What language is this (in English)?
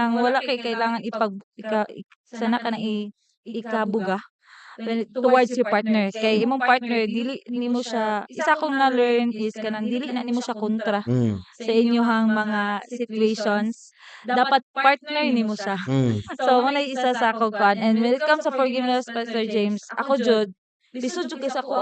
Cebuano